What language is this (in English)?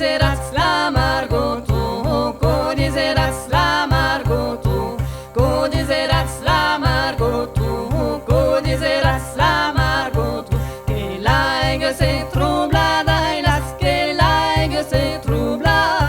Occitan